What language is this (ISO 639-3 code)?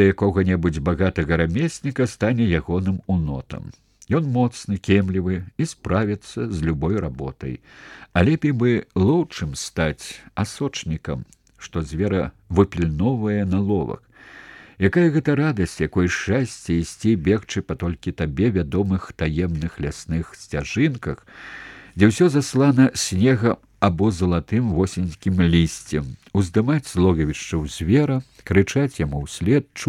bel